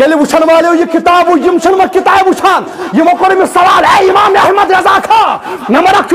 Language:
Kashmiri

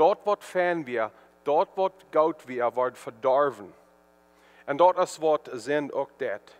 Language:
Plautdietsch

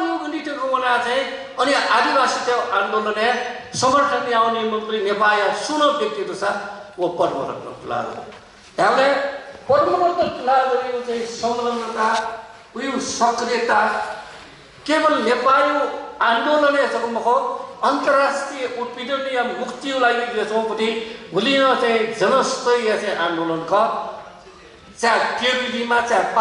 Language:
Newari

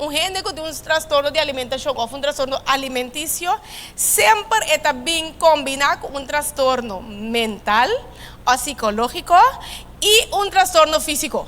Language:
Papiamento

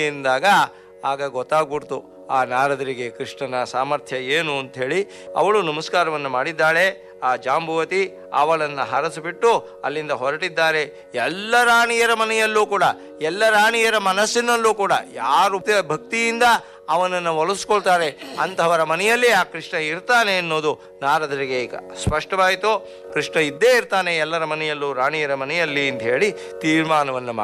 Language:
Kannada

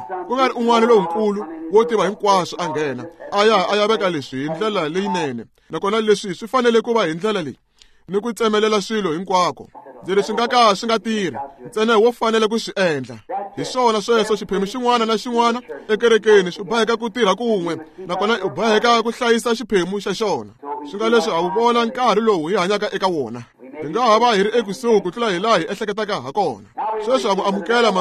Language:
Tsonga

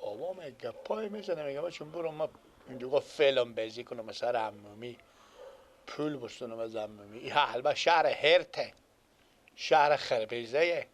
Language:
Persian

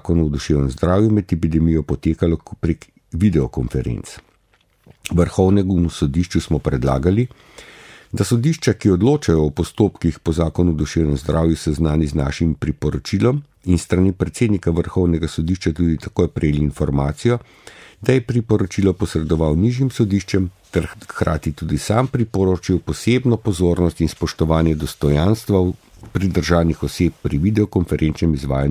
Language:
Slovenian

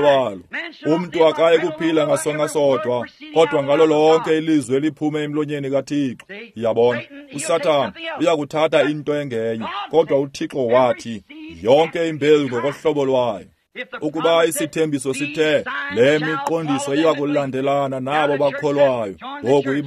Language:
Xhosa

